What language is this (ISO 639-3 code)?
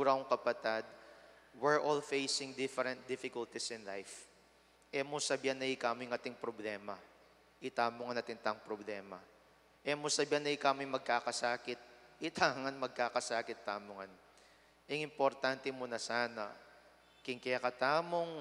pam